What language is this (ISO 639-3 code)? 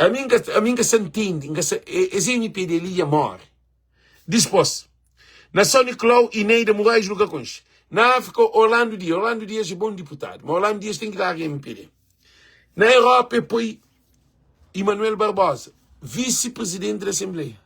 kea